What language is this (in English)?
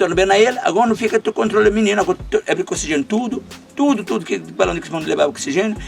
Kabuverdianu